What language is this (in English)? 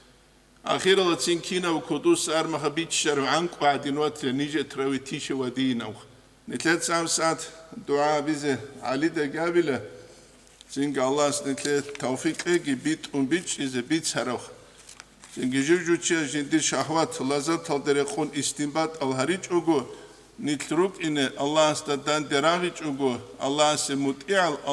Avaric